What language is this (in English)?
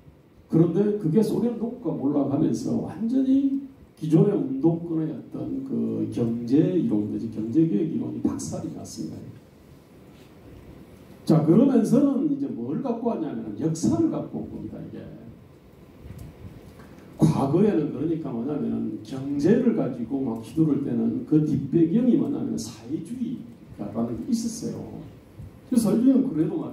Korean